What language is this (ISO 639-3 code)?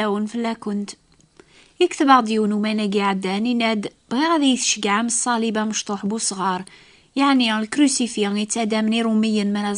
kab